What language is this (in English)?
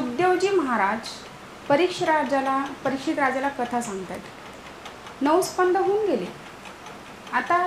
Marathi